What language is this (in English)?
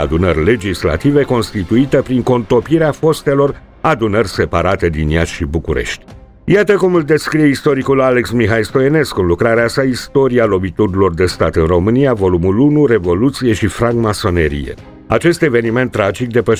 Romanian